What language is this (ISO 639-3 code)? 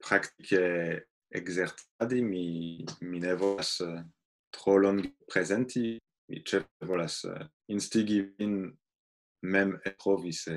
epo